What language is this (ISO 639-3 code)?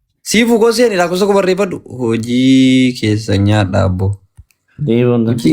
orm